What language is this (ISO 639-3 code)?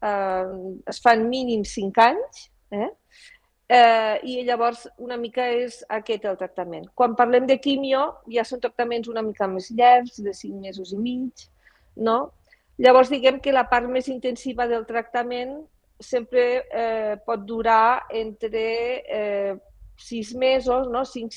cat